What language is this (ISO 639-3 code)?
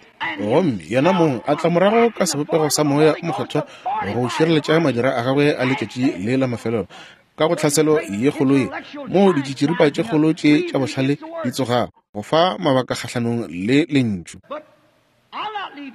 nso